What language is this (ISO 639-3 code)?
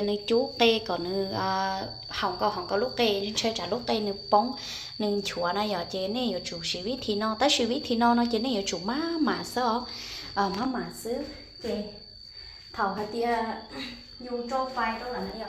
hmn